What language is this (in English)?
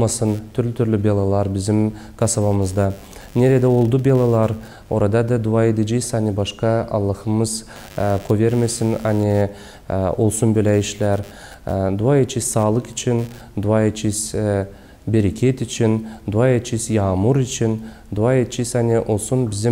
Gagauz